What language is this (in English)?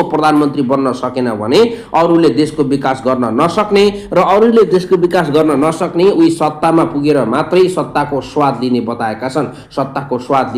Nepali